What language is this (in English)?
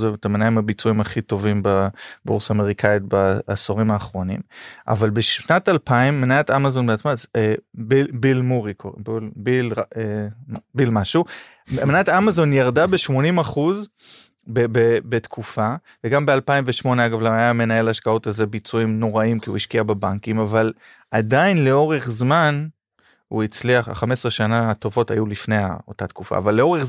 Hebrew